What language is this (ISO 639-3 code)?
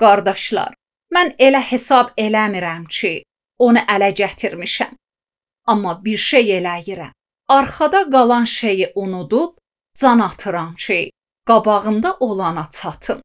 aze